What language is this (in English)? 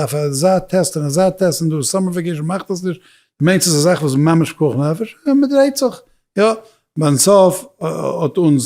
Yiddish